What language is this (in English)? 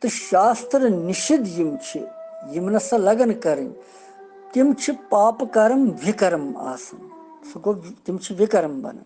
Kashmiri